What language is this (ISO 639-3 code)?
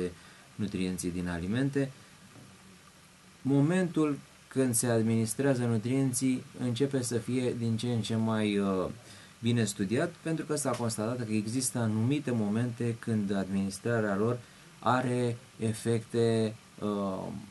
ron